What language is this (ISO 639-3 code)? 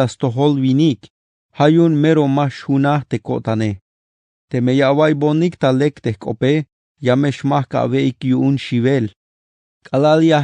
tzh